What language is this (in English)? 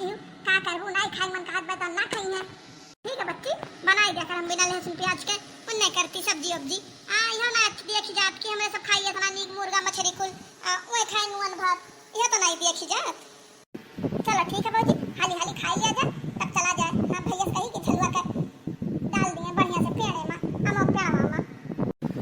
Awadhi